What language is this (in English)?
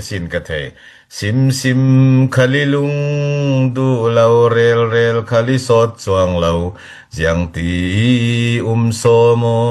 Falam Chin